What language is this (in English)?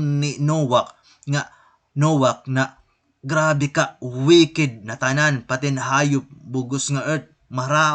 Waray